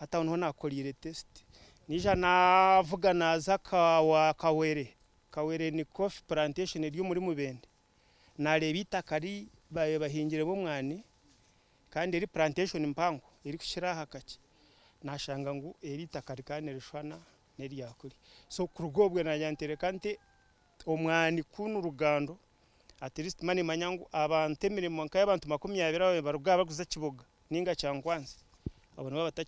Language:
Nyankole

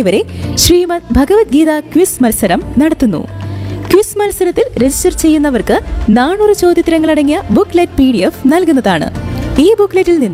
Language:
Malayalam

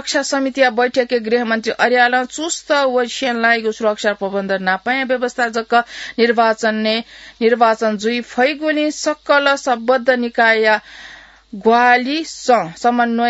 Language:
Newari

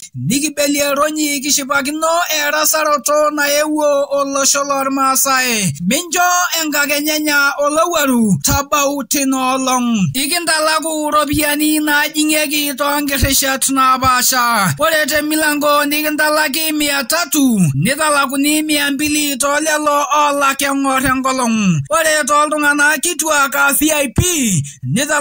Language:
Masai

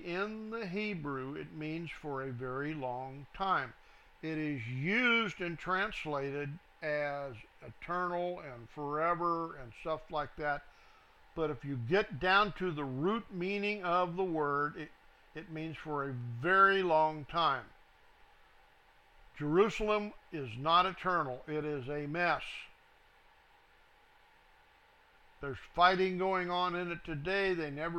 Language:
English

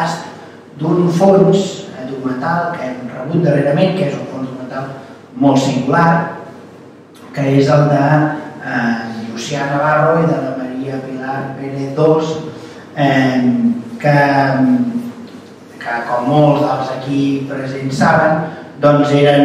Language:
Catalan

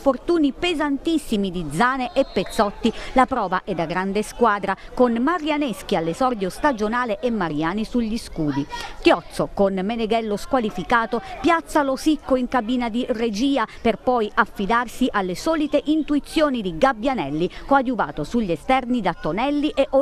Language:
Italian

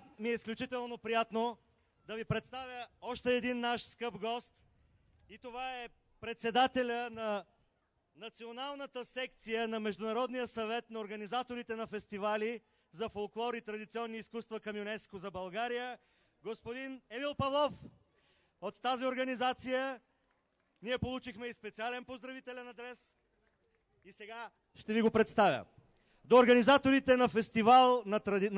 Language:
Bulgarian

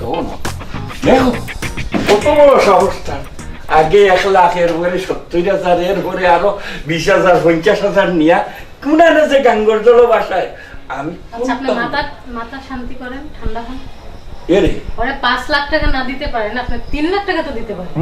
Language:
Sylheti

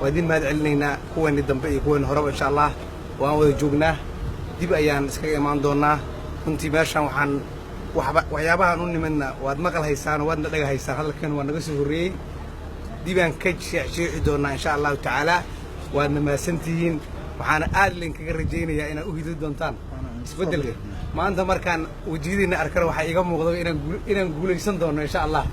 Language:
Somali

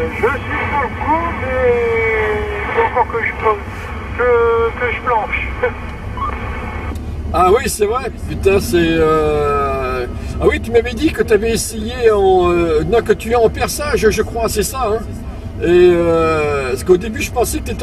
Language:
French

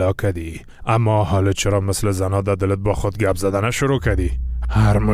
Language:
Persian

